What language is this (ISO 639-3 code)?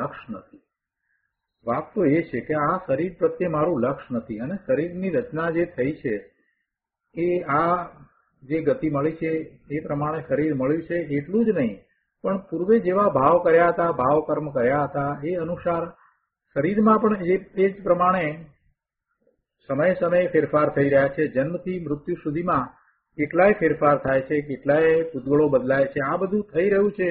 guj